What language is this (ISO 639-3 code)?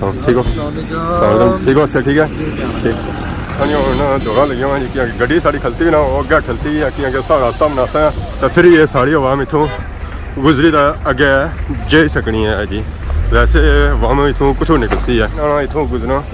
phr